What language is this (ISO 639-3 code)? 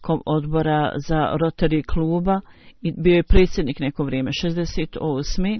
bos